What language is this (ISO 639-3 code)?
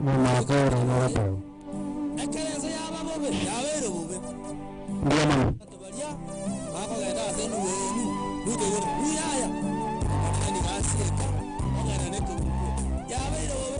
guz